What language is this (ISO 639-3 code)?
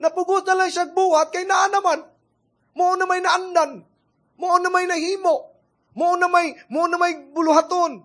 ceb